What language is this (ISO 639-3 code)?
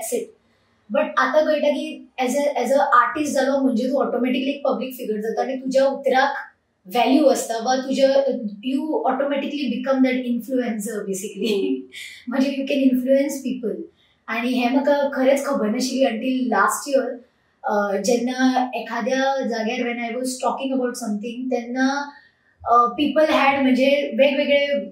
kok